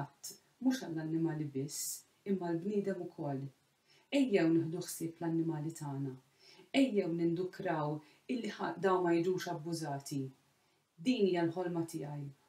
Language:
Maltese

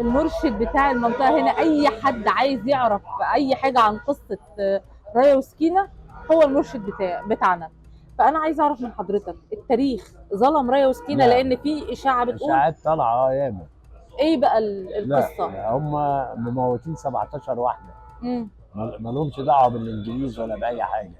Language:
Egyptian Arabic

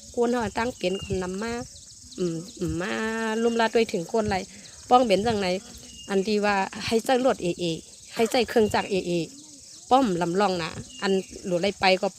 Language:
Shan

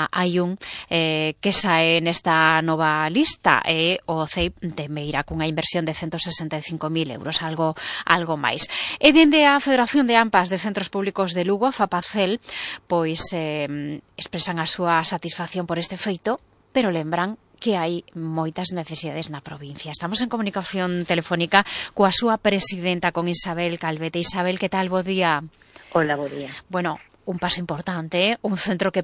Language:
Galician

